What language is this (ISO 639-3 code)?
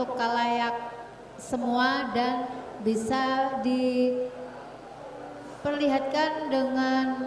bjn